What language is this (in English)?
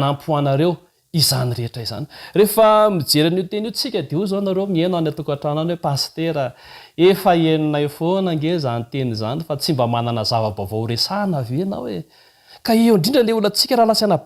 Malagasy